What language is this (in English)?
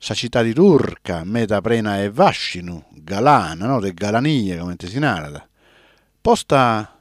Sardinian